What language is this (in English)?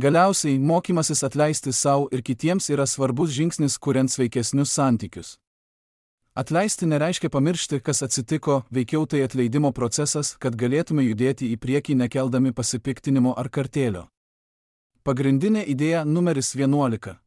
Lithuanian